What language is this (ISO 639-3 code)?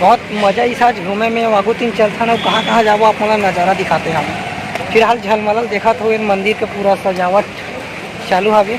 hne